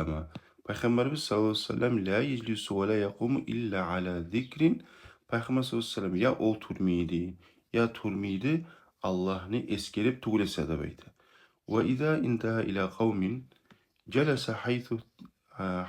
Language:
Kumyk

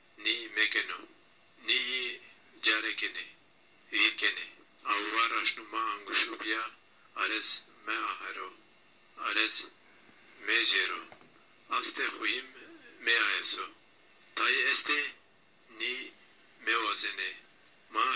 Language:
Zaza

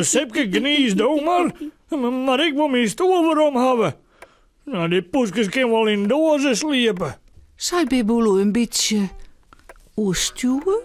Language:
Western Frisian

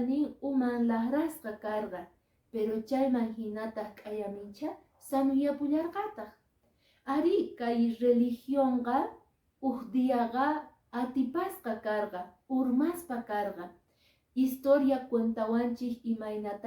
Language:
Quechua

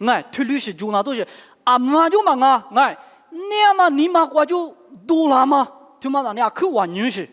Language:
Lisu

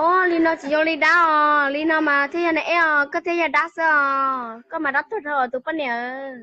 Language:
Hmong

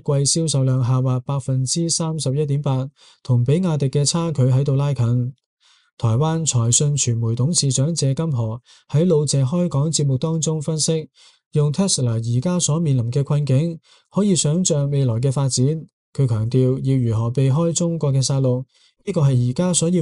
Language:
Cantonese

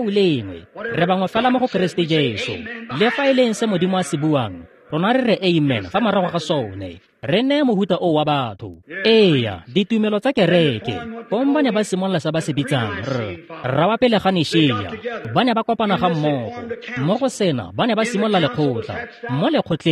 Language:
Tswana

